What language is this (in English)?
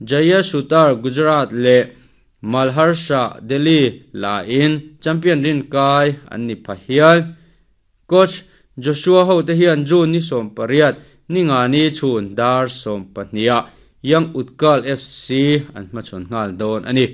Mizo